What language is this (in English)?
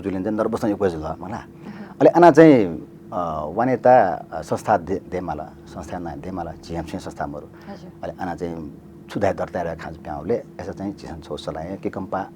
Newari